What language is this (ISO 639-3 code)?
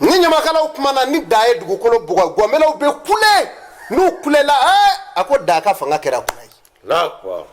bam